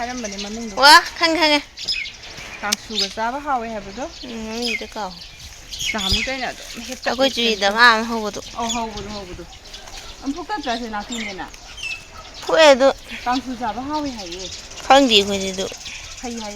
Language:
Manipuri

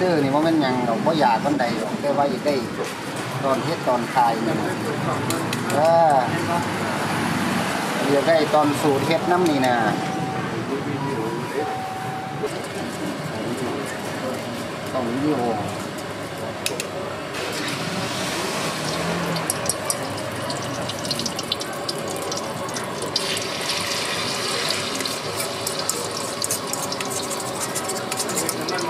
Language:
Thai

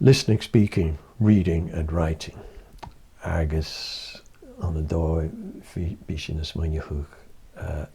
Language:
Scottish Gaelic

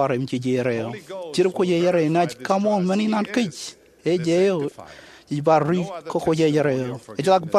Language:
Marshallese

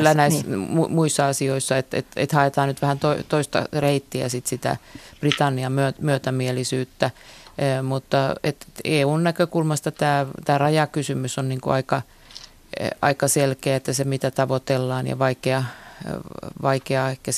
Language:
Finnish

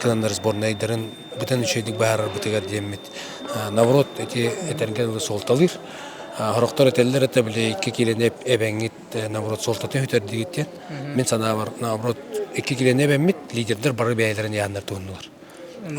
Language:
Yakut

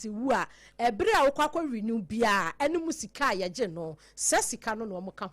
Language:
Akan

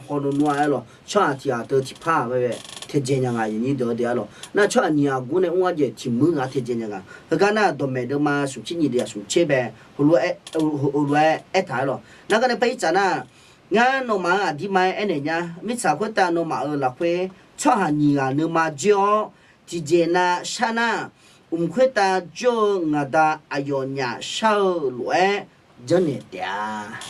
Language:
Akha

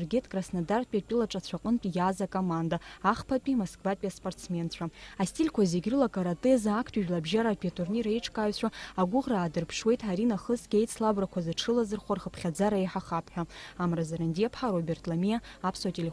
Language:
Abkhazian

